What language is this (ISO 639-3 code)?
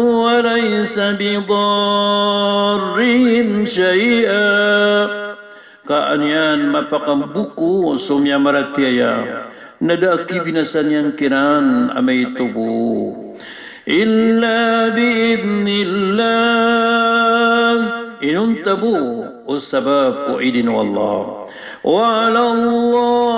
mrw